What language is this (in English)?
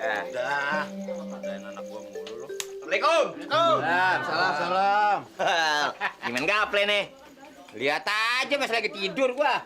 Betawi